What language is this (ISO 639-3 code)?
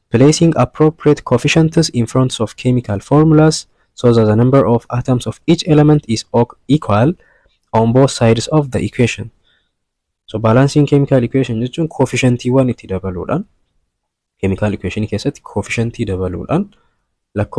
orm